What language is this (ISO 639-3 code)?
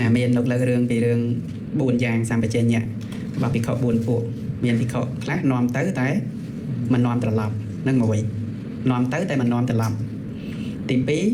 khm